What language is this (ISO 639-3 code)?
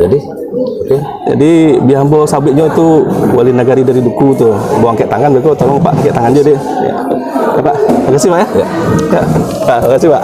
min